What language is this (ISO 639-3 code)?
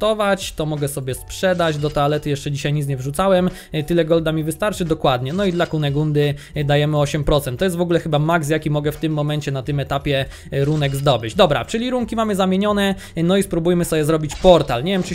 pol